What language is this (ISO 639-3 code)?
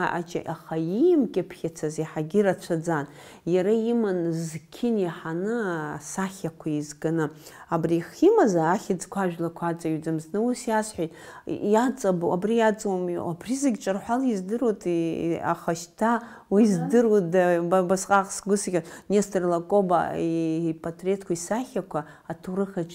abk